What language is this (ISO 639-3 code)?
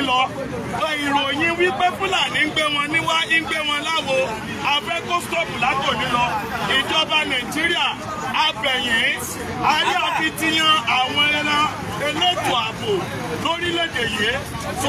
yor